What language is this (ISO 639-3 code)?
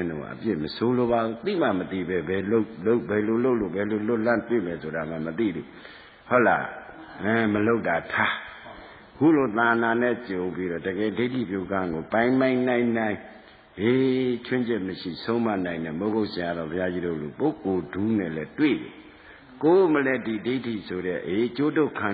mya